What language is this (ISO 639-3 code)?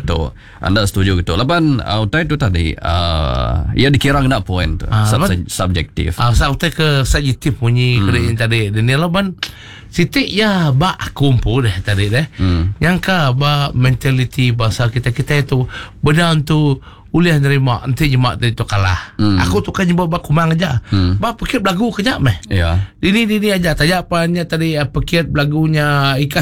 iba